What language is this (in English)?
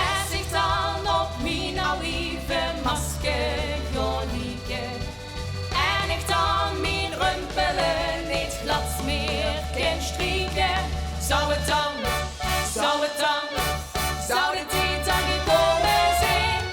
Limburgish